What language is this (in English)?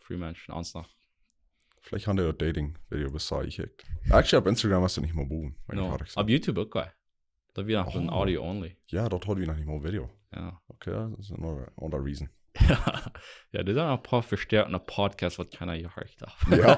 Plautdietsch